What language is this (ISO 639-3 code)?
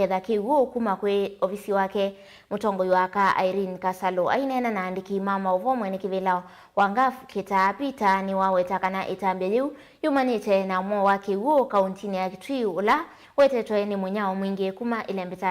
kam